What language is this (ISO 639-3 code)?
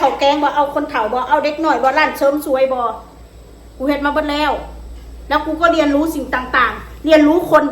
tts